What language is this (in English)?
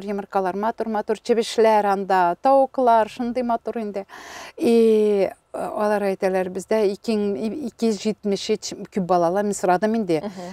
Tatar